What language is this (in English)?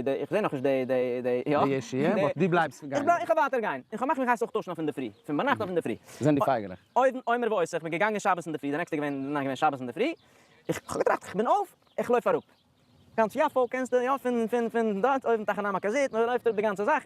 Yiddish